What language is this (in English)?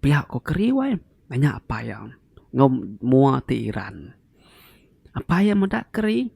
Iban